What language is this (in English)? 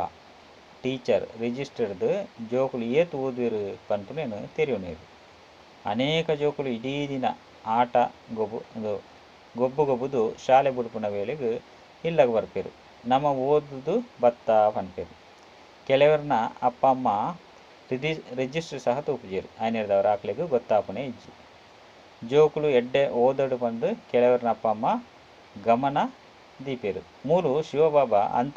Tulu